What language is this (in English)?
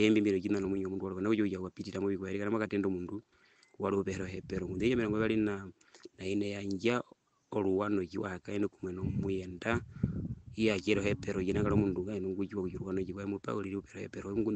Herero